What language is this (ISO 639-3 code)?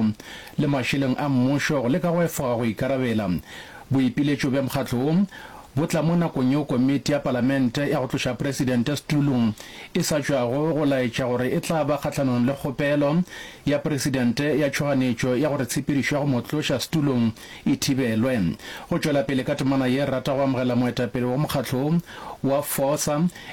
nso